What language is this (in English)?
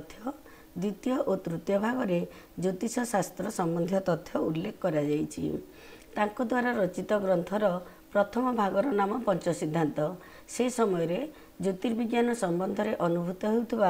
Odia